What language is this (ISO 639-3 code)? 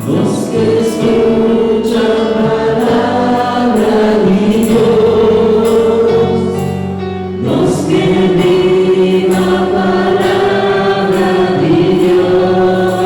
pap